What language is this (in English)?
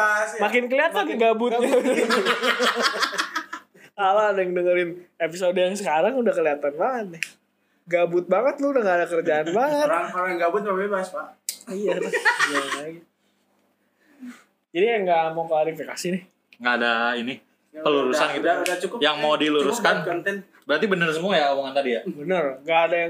Indonesian